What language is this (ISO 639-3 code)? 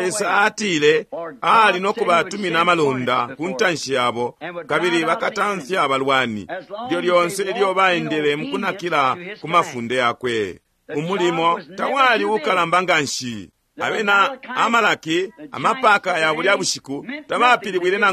bem